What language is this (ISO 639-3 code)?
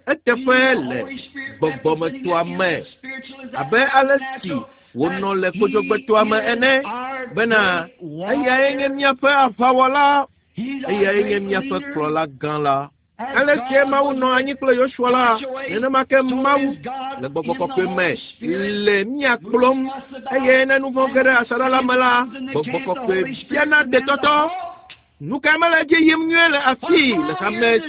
ewe